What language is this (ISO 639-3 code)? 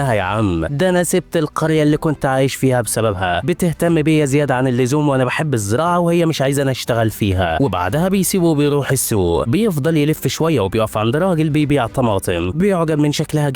arz